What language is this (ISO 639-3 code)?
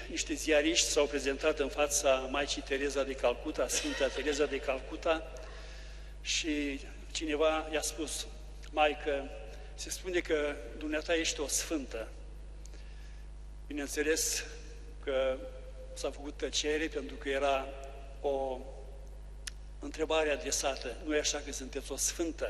ron